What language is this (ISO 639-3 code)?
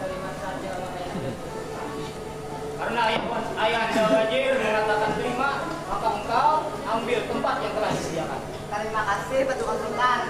bjn